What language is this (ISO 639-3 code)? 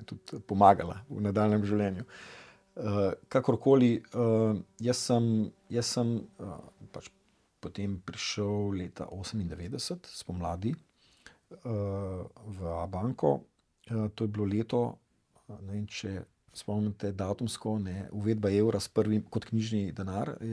slv